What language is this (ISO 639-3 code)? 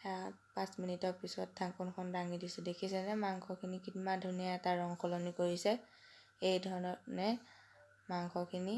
asm